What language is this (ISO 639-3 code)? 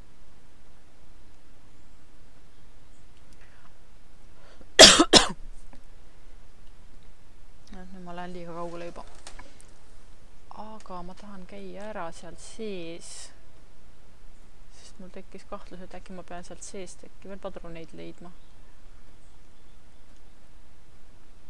est